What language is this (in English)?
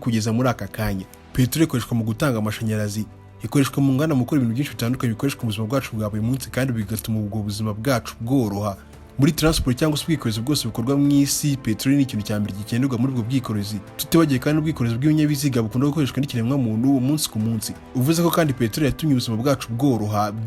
Kinyarwanda